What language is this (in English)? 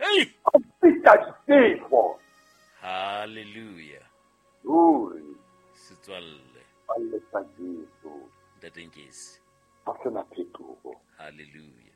Southern Sotho